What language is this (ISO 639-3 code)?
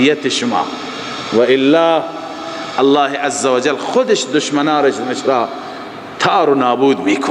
fas